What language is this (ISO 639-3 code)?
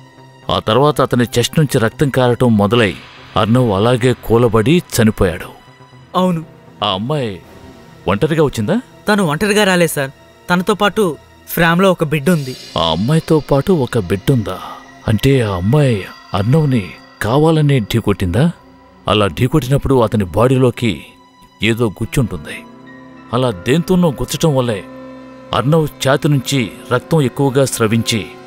tel